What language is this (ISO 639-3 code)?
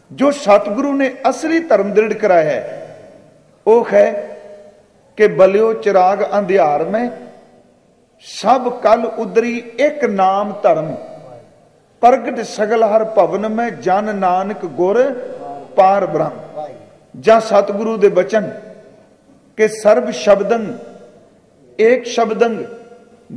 pan